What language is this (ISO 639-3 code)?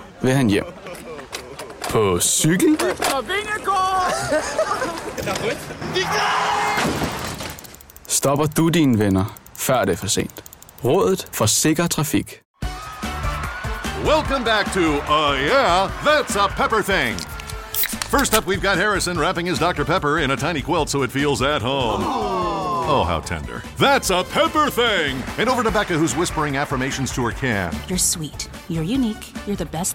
dan